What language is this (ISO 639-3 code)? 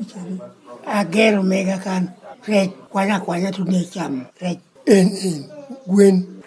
laj